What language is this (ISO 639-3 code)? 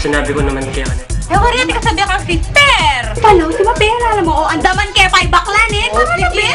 pam